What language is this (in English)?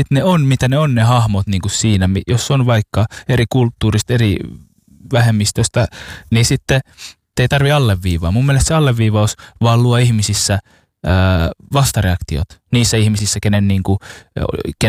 Finnish